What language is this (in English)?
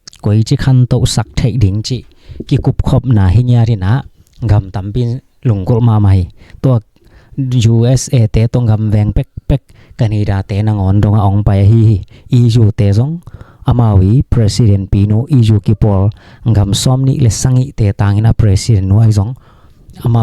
Tedim Chin